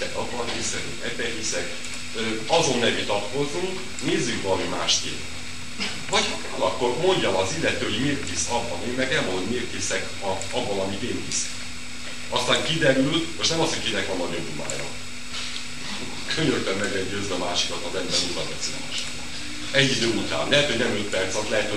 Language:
Hungarian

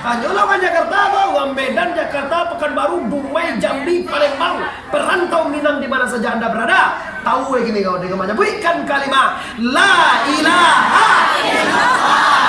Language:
Minangkabau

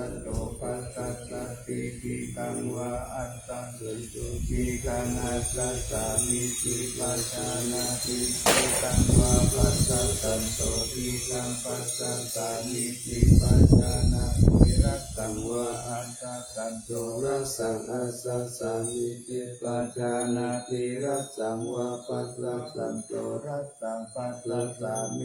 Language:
Pali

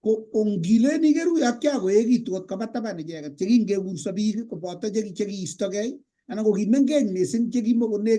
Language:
Kalenjin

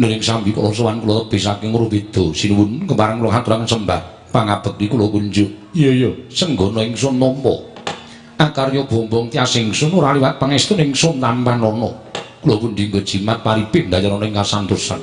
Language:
Javanese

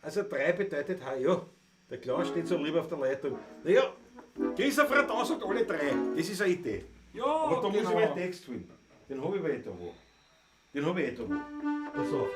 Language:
Bavarian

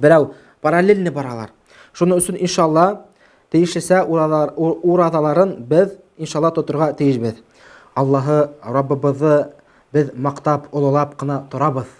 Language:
Bashkir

